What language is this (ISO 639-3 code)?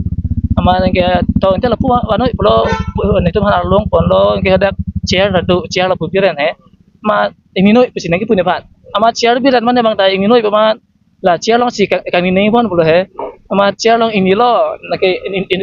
mjw